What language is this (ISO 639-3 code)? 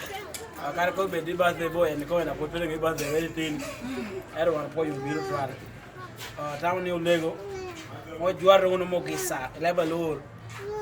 laj